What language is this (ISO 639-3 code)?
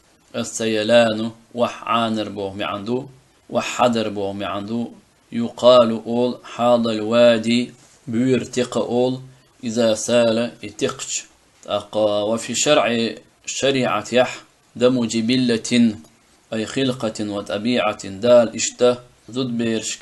che